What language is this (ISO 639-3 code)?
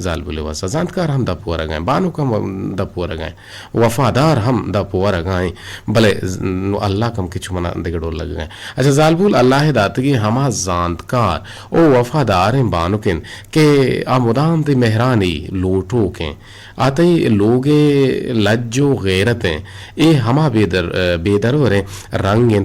bgp